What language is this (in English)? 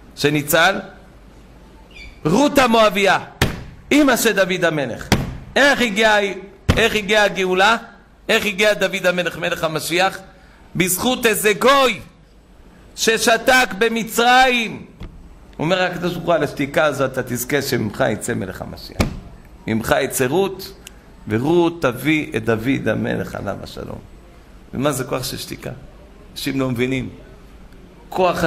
Hebrew